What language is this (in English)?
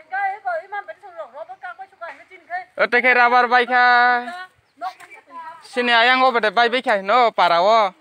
Kok Borok